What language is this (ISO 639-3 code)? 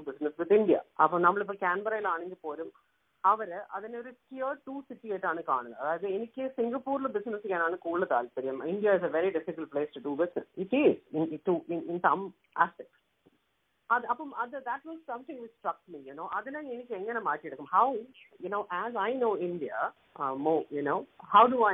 mal